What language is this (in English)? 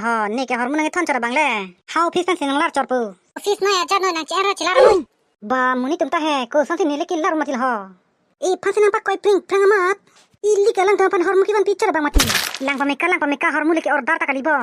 Karbi